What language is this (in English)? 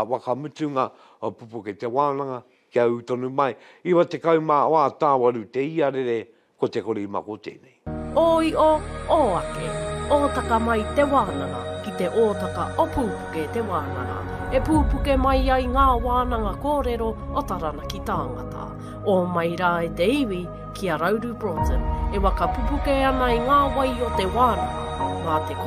Māori